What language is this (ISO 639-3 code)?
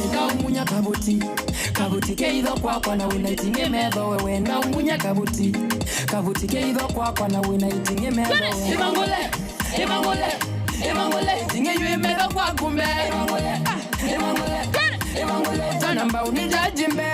kam